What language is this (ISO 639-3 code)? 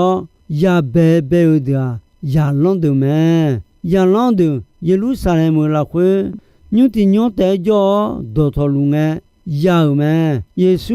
ahk